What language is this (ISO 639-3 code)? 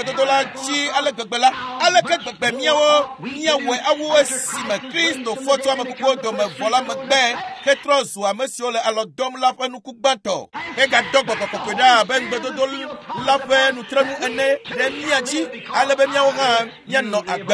ewe